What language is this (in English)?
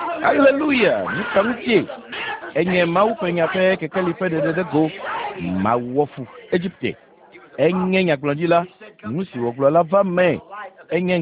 Ewe